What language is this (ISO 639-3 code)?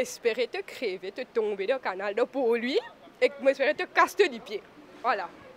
mfe